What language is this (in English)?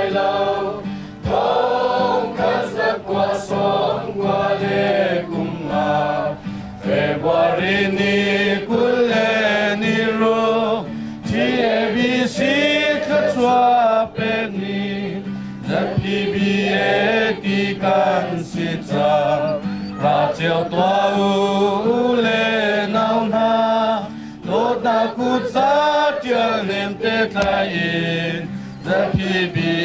Hakha Chin